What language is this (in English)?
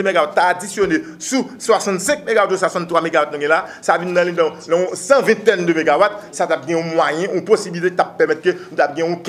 Haitian Creole